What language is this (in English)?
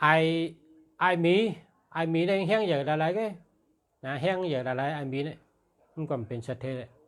Shan